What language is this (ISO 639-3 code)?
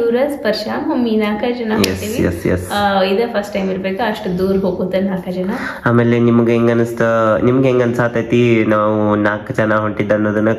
kan